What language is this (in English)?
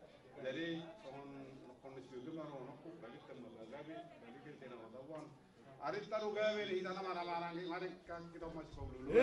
Batak Toba